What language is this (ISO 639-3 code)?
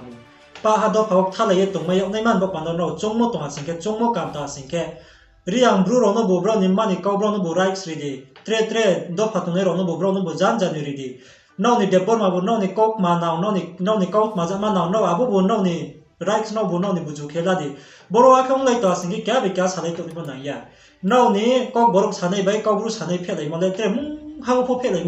ria